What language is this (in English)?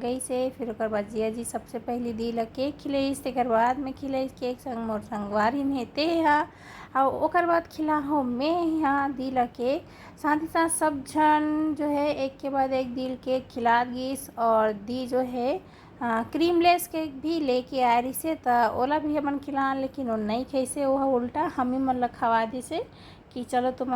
Chhattisgarhi